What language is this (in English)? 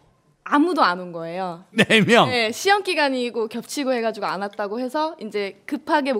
Korean